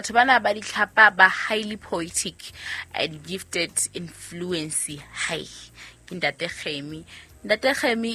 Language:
Southern Sotho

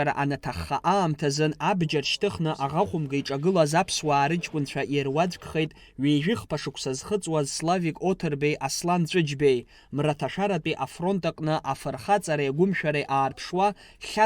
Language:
Abkhazian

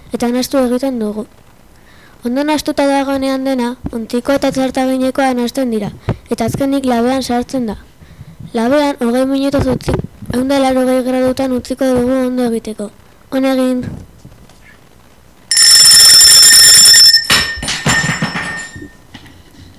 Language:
Basque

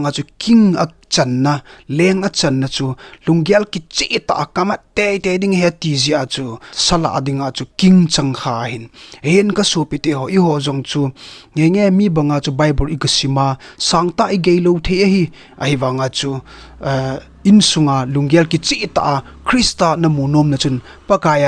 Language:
Thado Chin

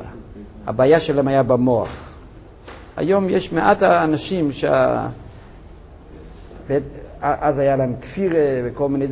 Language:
Hebrew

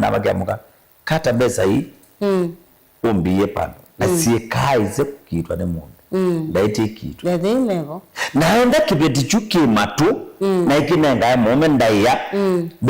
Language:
Kamba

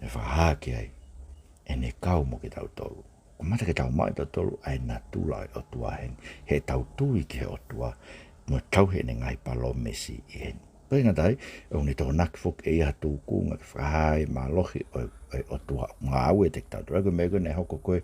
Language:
Tongan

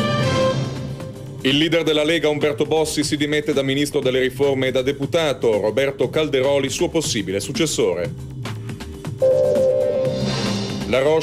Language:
Italian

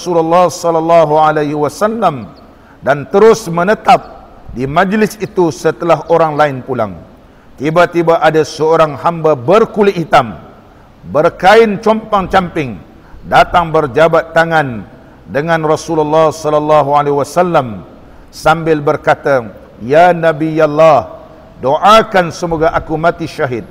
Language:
Malay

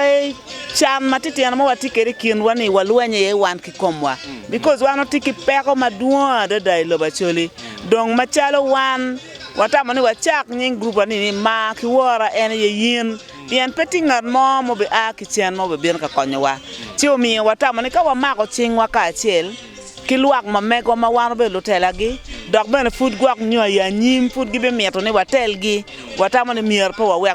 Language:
Acoli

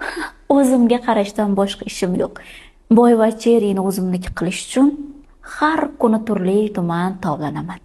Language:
Uzbek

